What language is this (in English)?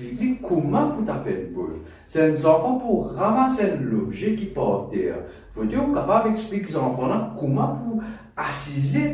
Morisyen